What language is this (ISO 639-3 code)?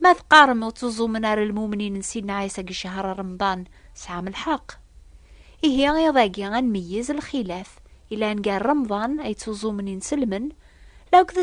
kab